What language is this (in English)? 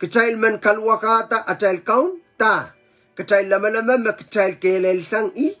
Pohnpeian